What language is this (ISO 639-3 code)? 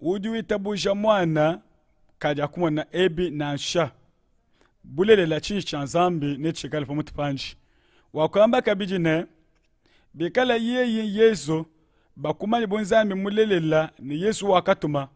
lua